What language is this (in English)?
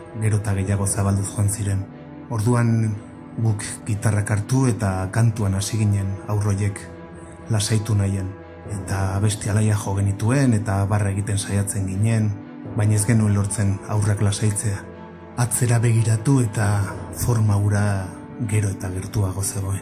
Basque